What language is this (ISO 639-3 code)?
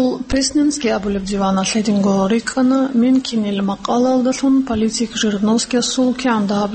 ava